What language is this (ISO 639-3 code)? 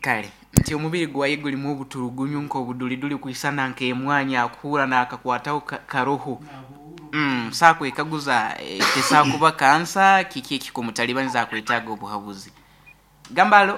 nyo